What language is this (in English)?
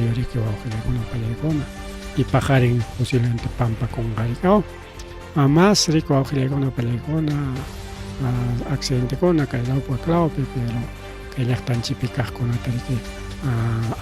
Ayacucho Quechua